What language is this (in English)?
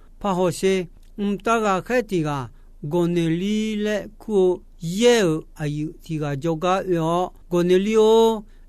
Akha